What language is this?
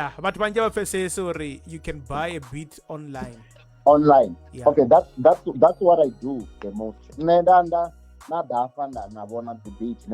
Venda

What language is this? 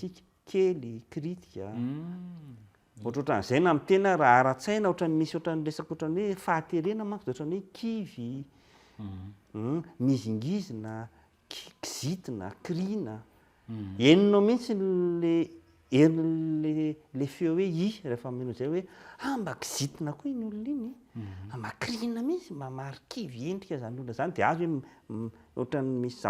Malagasy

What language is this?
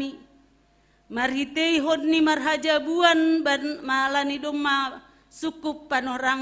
Batak Simalungun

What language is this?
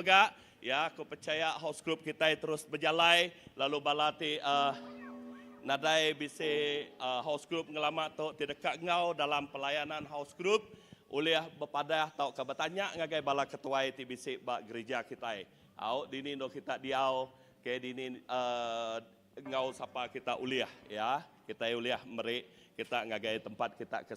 Iban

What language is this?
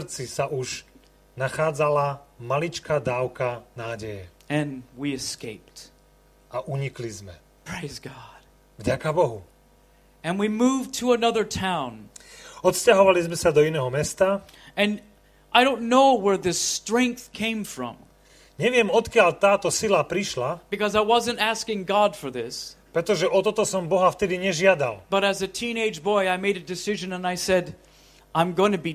Slovak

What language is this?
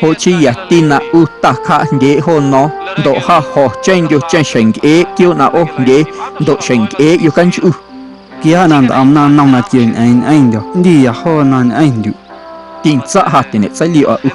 Guerrero Amuzgo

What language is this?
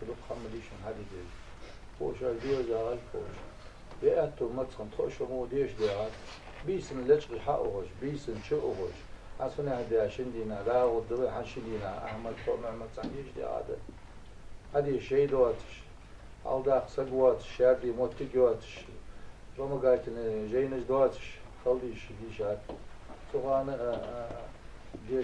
Ingush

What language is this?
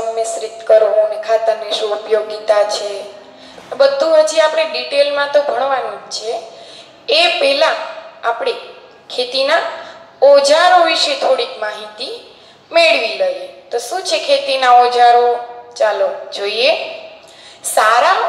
Gujarati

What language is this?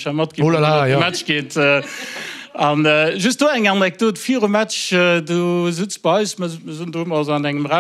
Luxembourgish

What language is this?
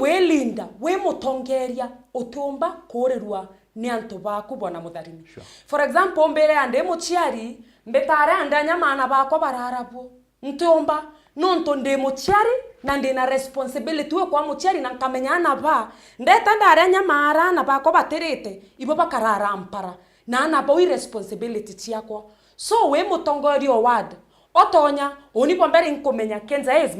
Meru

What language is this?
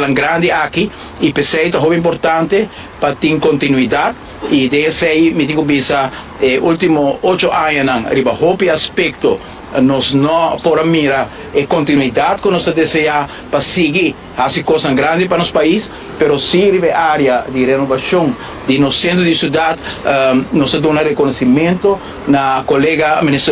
Papiamento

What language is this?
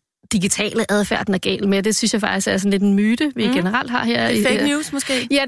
Danish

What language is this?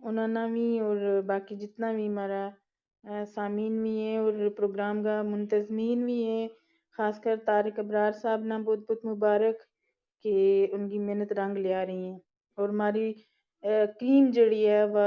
Gujari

